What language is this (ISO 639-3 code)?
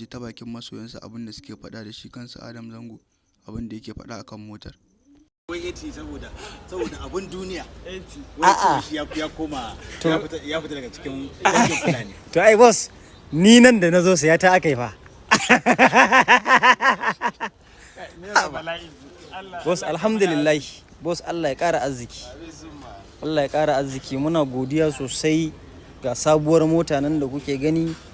hau